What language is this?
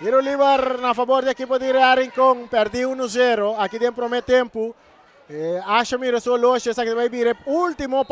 Papiamento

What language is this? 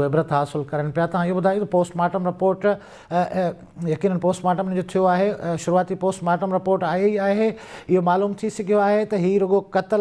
Sindhi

